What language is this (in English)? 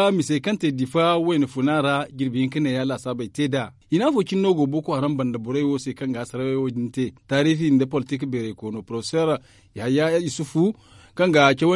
Zarma